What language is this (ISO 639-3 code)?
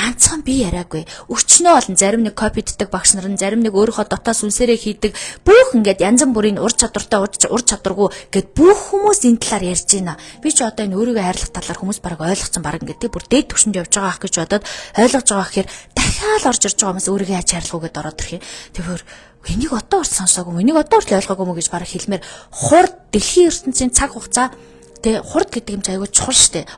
mon